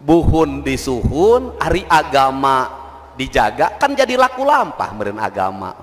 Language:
Sundanese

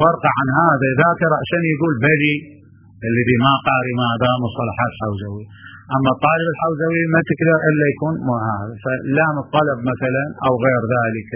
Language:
Mesopotamian Arabic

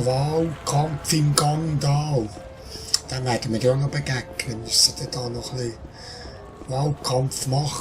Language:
Swiss German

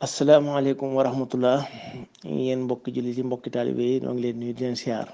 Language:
Wolof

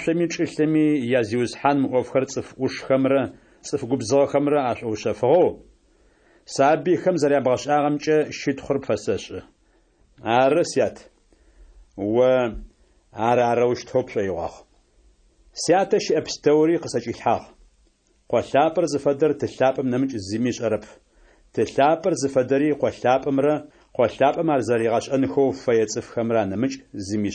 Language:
Adyghe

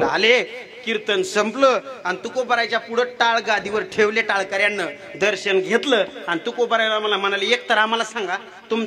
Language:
Marathi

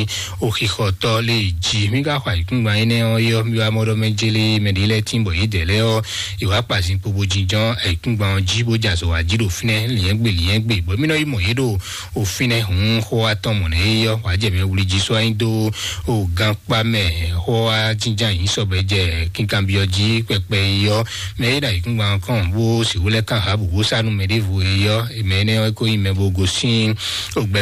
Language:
Fon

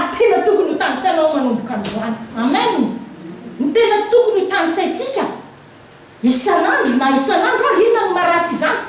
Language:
Malagasy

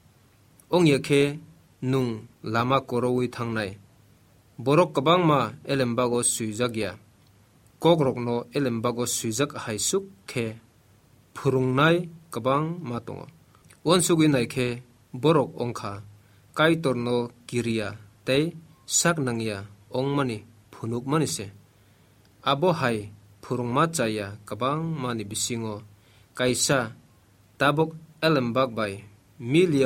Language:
Kok Borok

